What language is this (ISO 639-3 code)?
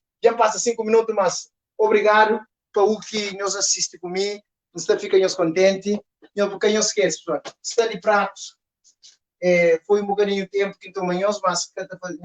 kea